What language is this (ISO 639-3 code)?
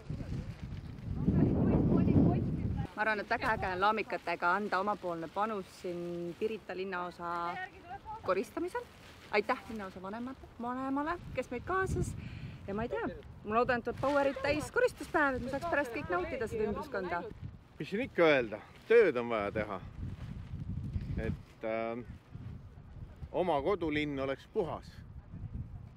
est